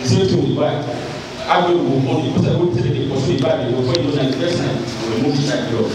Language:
Nigerian Pidgin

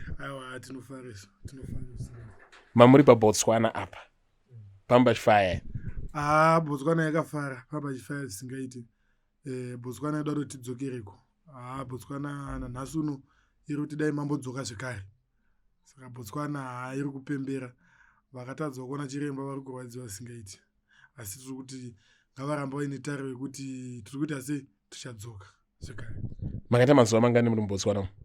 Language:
Shona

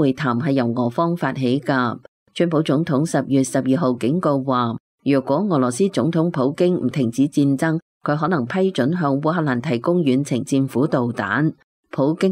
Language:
Cantonese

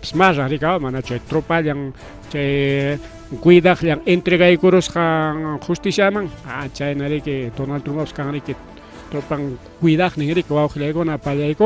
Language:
Ayacucho Quechua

